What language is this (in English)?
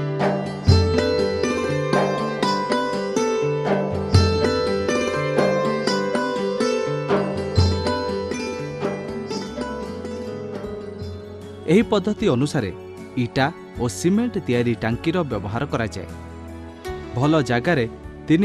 Odia